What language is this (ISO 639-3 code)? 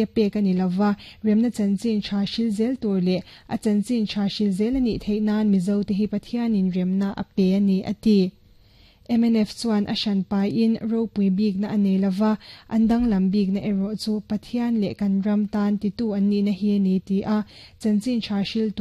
lus